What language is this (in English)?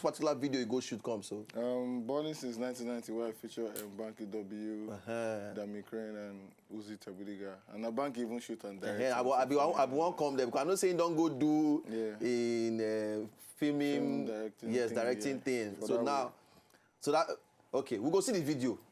Nigerian Pidgin